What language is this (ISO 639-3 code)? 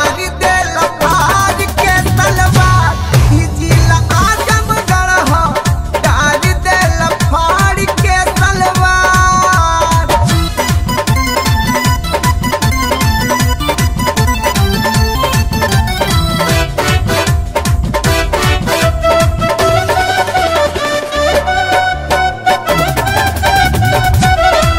bho